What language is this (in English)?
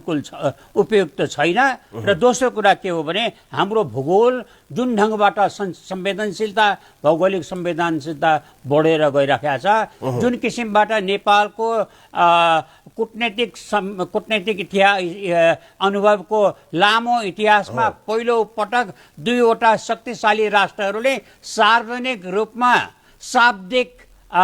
Nepali